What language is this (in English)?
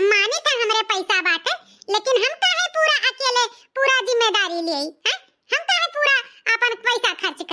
Awadhi